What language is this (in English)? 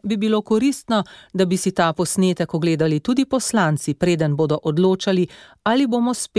Slovenian